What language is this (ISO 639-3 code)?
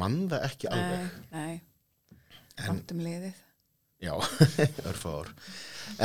isl